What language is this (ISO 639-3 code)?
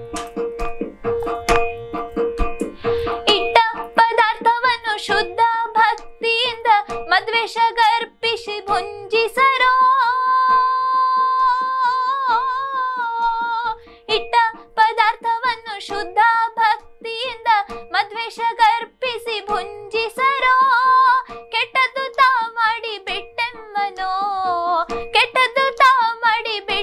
kan